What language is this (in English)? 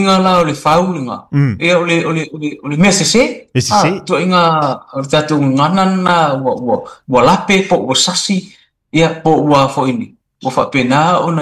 Samoan